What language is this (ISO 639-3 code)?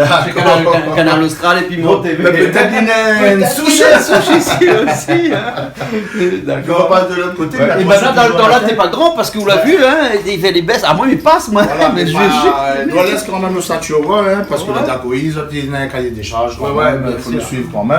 rcf